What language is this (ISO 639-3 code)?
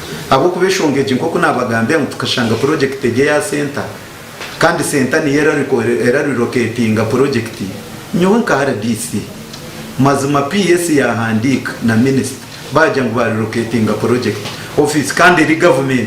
nyn